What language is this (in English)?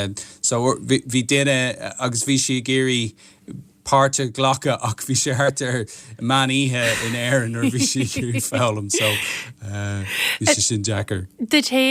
Irish